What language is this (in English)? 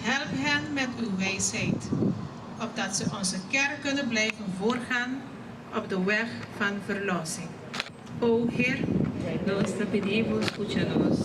Papiamento